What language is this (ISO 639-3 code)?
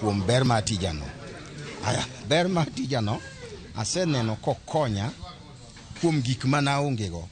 luo